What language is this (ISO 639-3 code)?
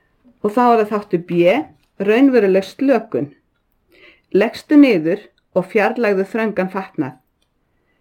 isl